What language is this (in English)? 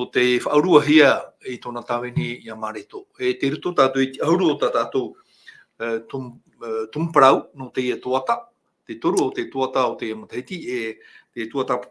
Tahitian